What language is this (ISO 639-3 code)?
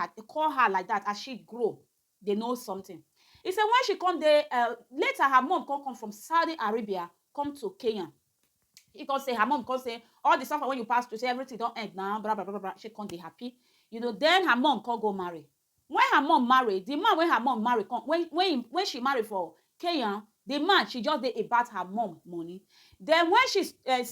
pcm